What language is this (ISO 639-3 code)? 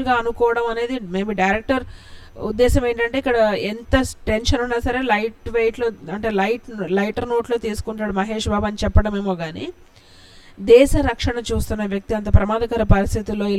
tel